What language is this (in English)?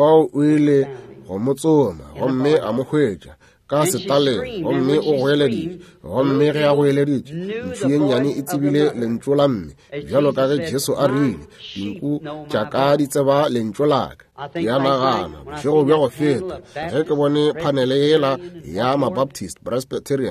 Northern Sotho